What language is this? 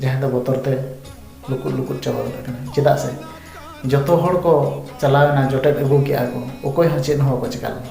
Santali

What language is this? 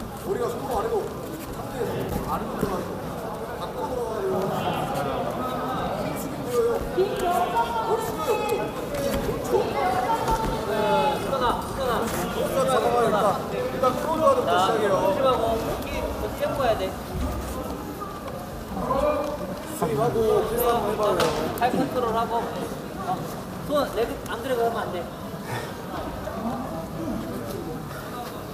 Korean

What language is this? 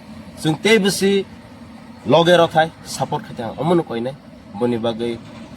Kok Borok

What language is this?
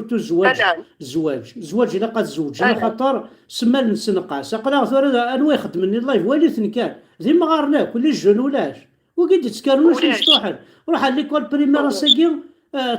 Kabyle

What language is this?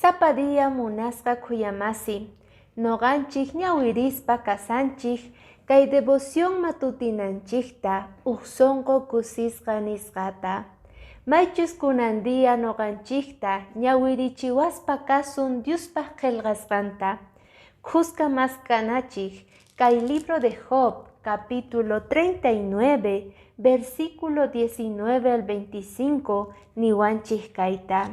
Quechua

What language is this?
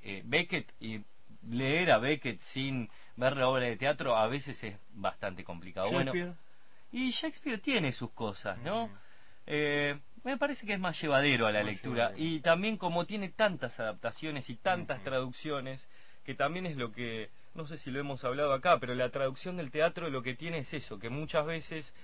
Spanish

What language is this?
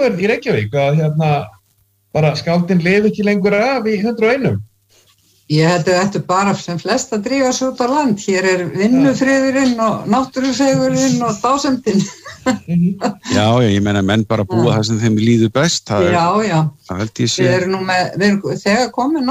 Icelandic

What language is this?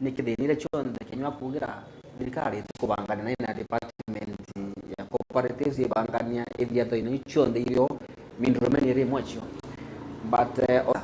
Meru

